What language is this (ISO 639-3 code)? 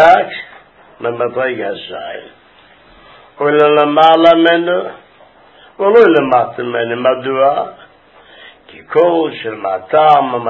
heb